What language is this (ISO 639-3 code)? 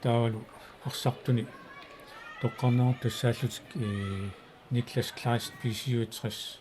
kal